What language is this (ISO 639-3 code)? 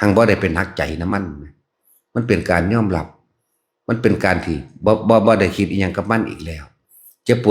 tts